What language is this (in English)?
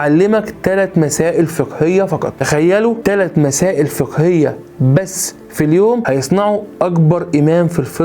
Egyptian Arabic